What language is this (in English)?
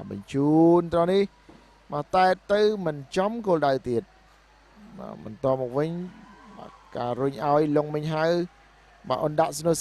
Khmer